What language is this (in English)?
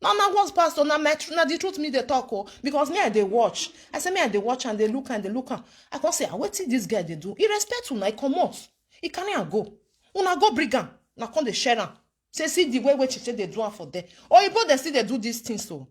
Nigerian Pidgin